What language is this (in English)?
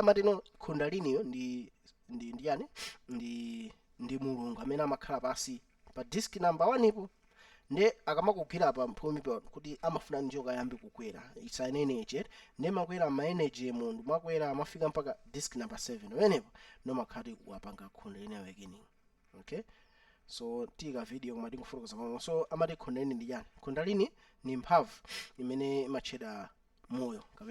Nyanja